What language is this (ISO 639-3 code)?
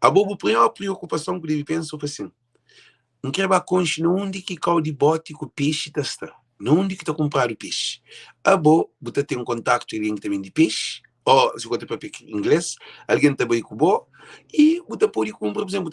kea